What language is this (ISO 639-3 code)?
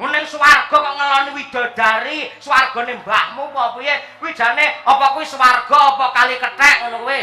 jav